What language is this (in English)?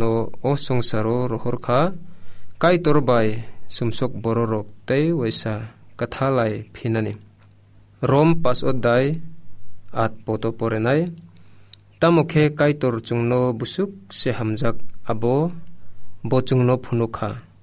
Kok Borok